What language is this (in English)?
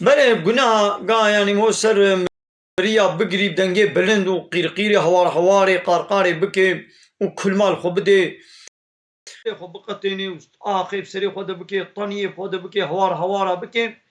Kurdish